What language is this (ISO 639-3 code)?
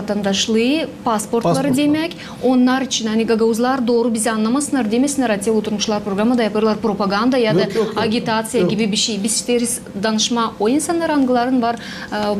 gag